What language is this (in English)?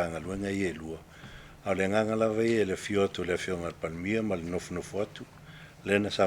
Samoan